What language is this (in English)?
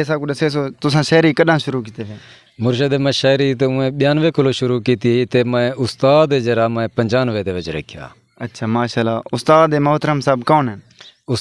Saraiki